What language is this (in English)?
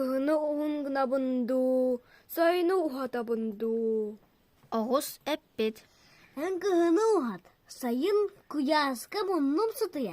Yakut